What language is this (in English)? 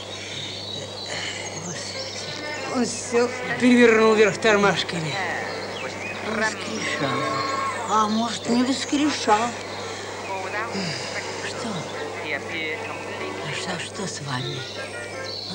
Russian